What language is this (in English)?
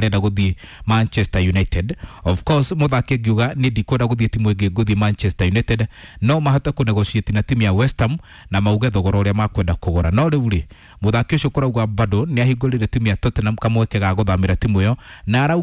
Kikuyu